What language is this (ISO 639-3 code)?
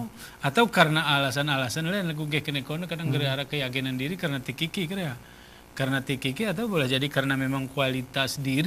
gay